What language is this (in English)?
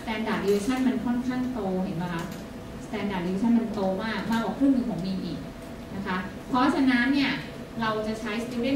Thai